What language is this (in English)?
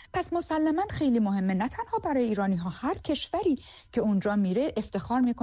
Persian